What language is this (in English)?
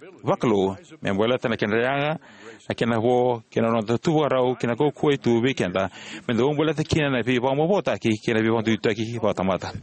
Fijian